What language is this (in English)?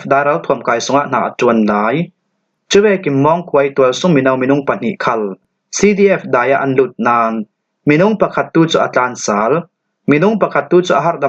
Falam Chin